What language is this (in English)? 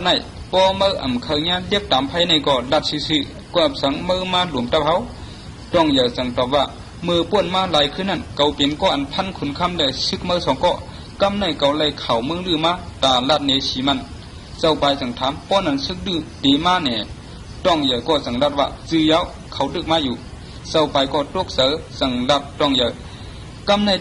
Shan